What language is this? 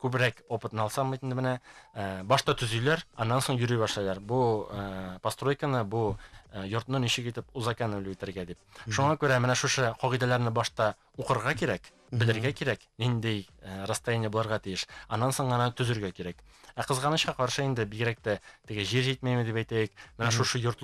Bashkir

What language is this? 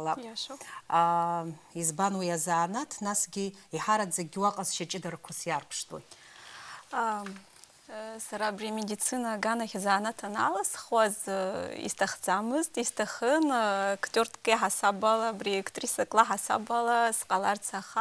Abkhazian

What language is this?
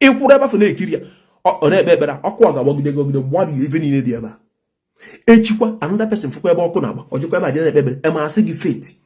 Igbo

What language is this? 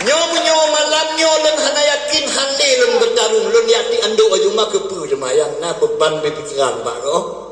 Achinese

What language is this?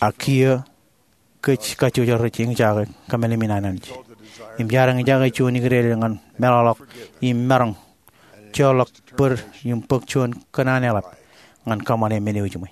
Marshallese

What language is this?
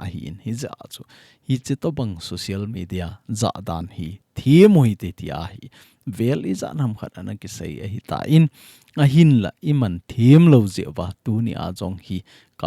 Thado Chin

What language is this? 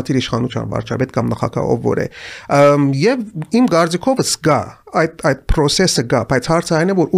Armenian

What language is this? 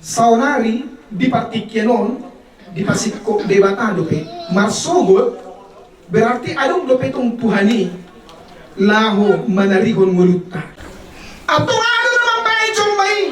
Batak Toba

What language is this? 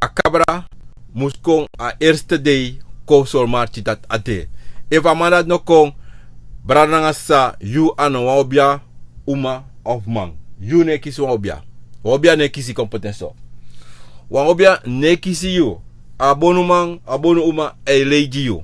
Sranan Tongo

